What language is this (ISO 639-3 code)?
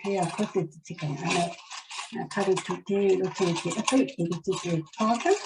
mri